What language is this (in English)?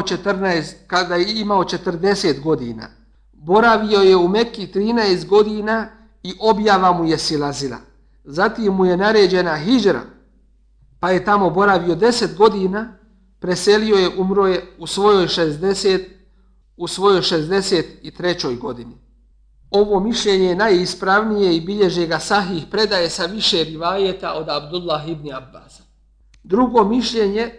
Bosnian